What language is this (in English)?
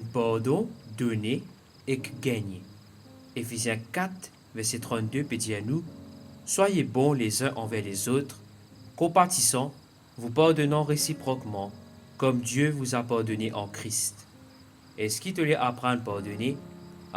Morisyen